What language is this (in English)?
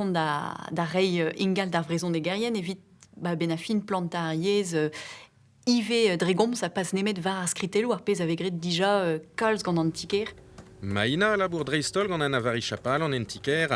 Breton